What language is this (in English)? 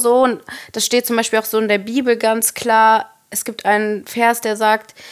German